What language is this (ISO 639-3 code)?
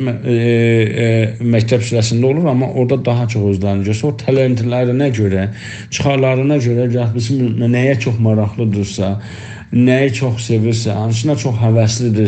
azb